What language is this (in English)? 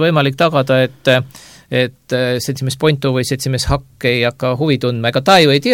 Estonian